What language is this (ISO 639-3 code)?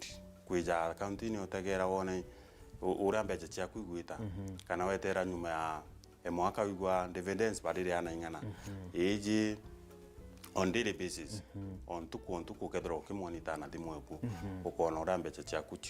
mer